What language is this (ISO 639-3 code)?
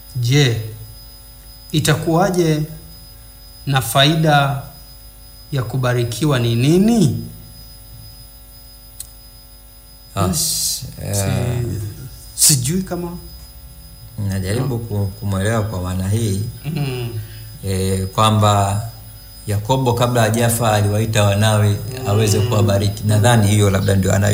swa